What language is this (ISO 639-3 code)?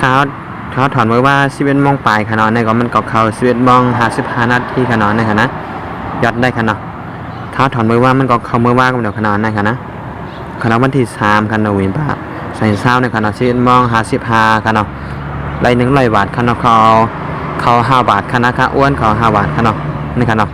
shn